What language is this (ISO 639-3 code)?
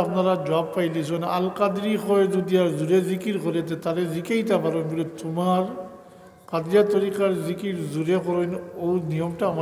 syl